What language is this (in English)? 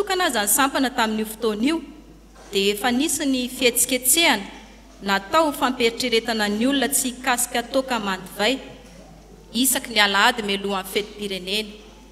Malagasy